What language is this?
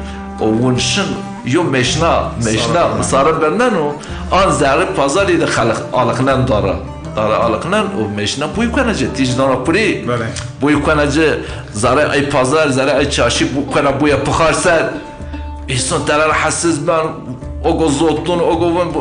Zaza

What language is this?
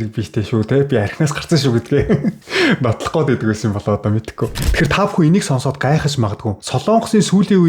Mongolian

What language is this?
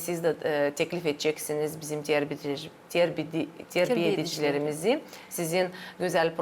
Gagauz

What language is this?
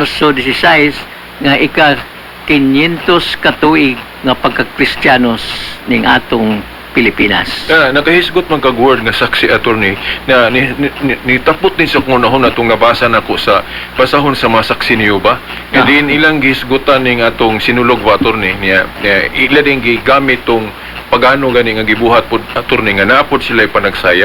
Cebuano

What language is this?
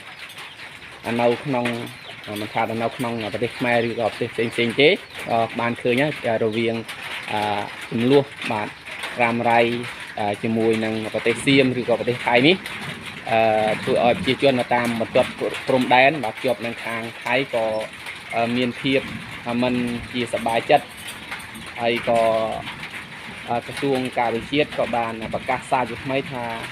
Khmer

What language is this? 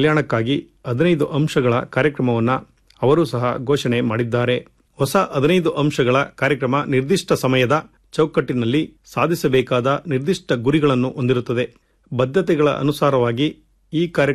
Kannada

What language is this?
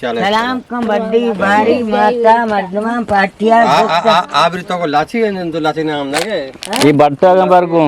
Eastern Balochi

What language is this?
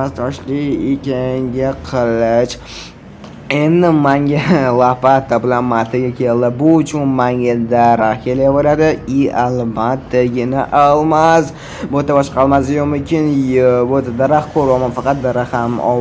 Uzbek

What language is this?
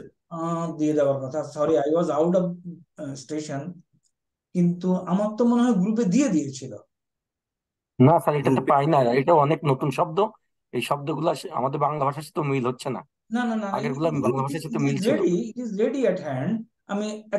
Bangla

